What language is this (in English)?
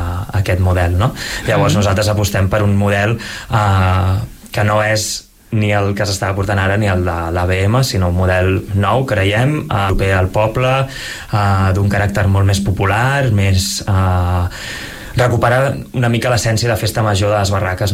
Catalan